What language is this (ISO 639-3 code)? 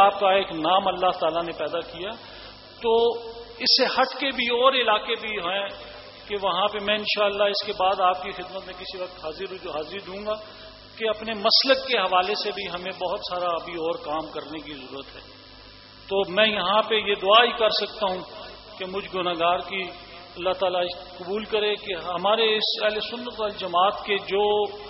urd